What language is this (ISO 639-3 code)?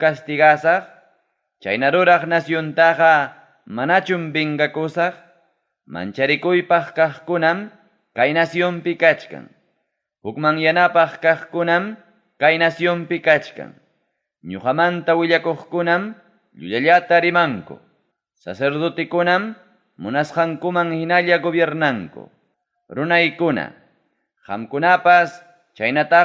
quy